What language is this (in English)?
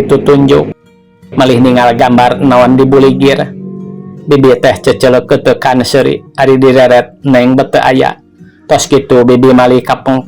Sundanese